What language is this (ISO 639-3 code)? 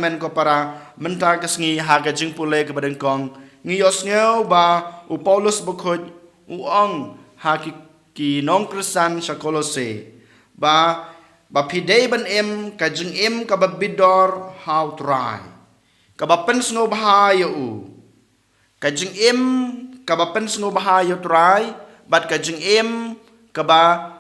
kha